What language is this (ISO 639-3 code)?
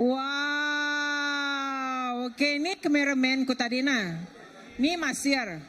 iba